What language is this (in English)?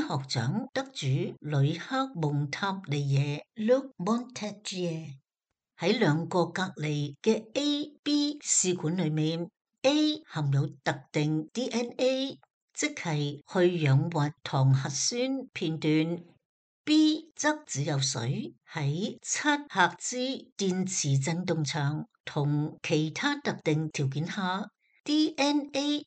Cantonese